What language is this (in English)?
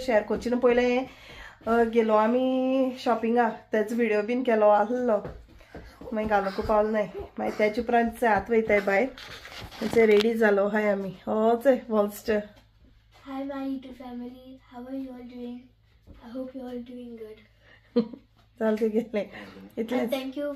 Konkani